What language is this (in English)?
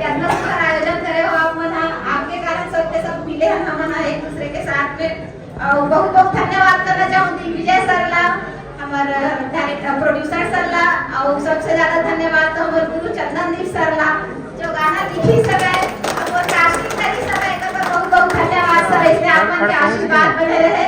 Chhattisgarhi